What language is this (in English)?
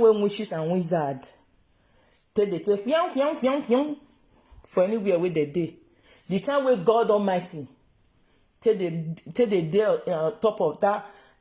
Nigerian Pidgin